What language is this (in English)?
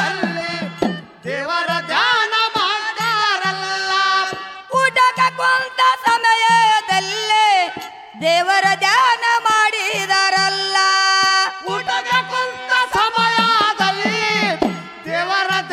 Kannada